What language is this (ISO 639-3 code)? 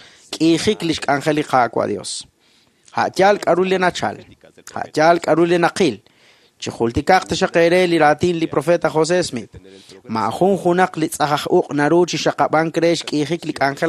kek